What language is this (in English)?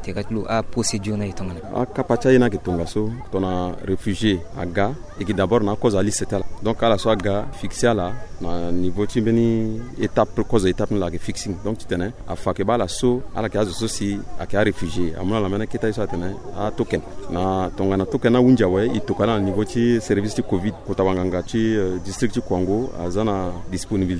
Sango